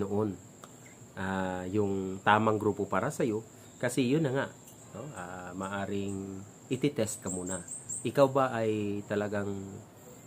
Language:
Filipino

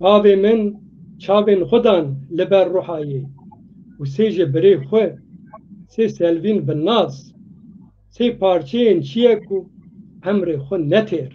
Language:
Zaza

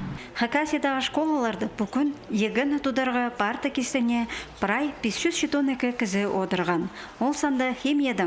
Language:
Khakas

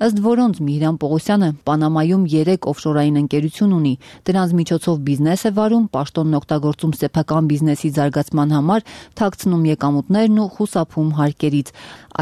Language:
Armenian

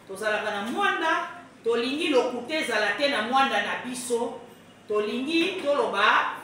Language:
Lingala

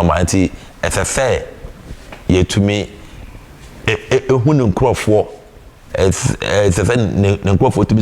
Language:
Akan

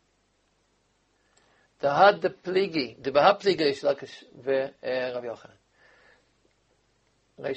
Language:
Hebrew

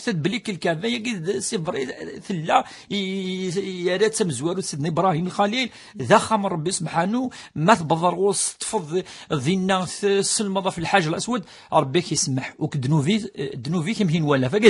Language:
Kabyle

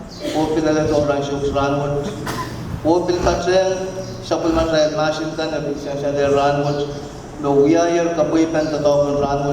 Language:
Pohnpeian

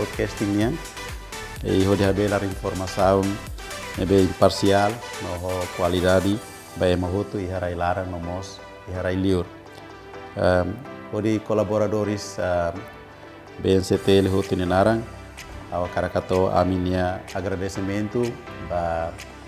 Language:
Tetum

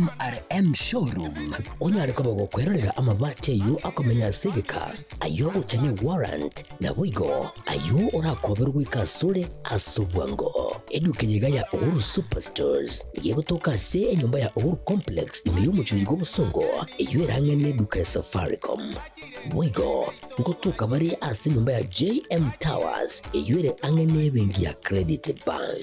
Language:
Gusii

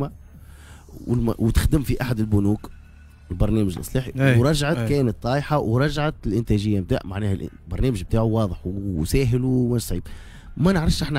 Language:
Tunisian Arabic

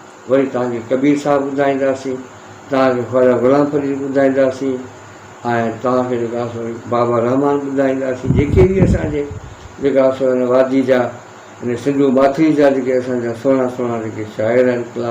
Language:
Sindhi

